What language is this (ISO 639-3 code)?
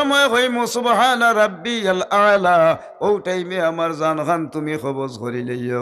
syl